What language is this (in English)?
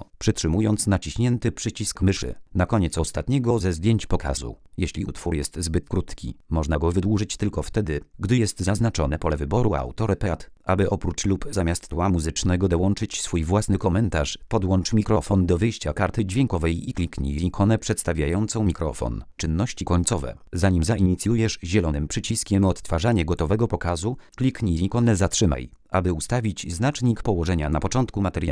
Polish